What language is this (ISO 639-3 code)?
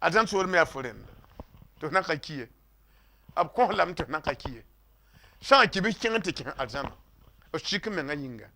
mos